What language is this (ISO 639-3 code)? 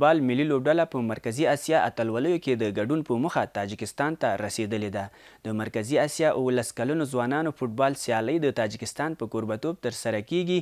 pus